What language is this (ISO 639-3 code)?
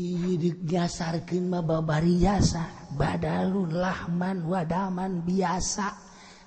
sun